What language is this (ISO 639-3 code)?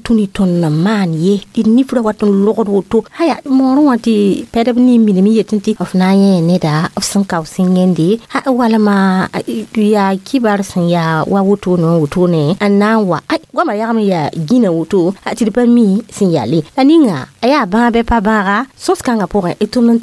mos